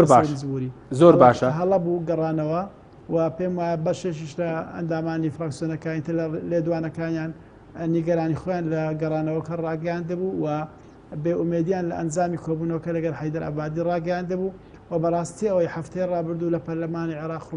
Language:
Central Kurdish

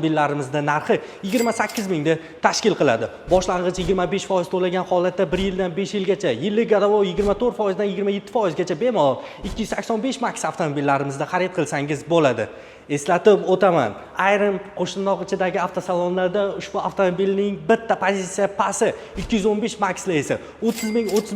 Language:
Uzbek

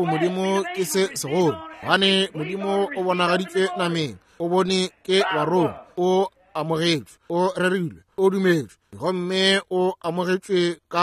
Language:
Northern Sotho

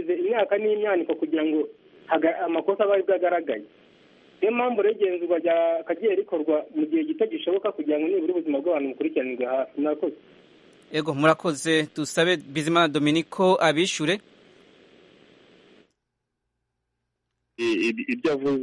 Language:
Kinyarwanda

